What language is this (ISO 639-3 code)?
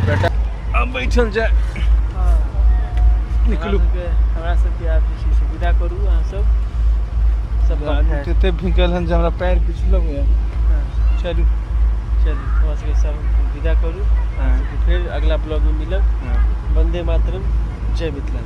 mai